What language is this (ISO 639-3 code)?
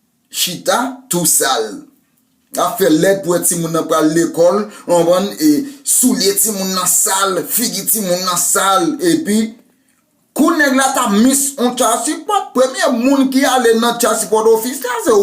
hat